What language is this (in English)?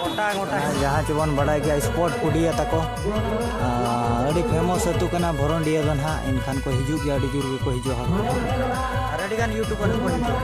Santali